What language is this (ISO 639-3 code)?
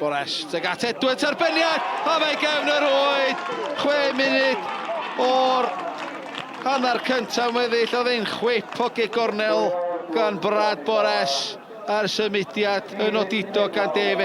cym